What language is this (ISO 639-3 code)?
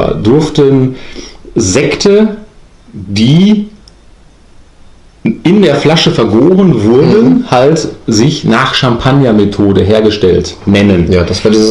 deu